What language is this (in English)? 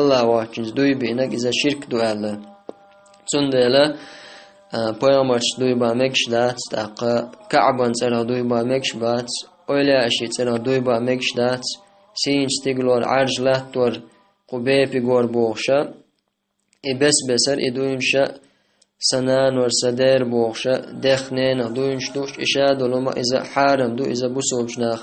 Chechen